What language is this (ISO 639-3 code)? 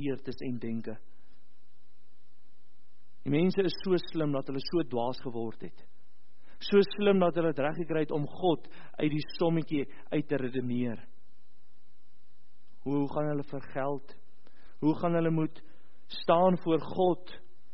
afr